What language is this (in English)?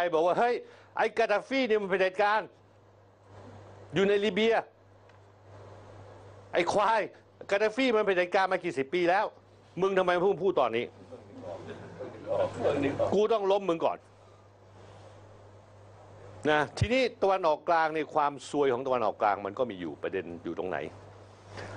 Thai